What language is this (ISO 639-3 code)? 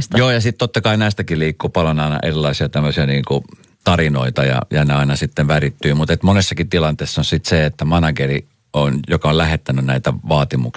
fin